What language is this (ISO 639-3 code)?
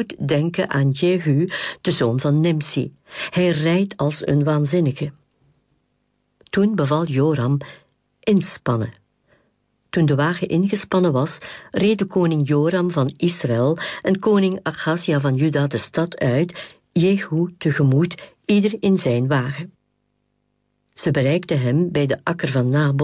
nld